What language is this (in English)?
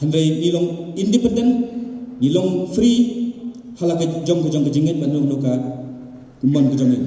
Khasi